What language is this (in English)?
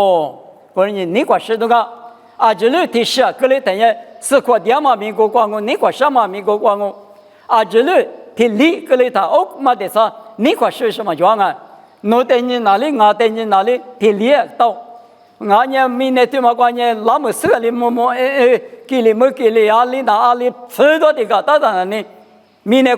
Lisu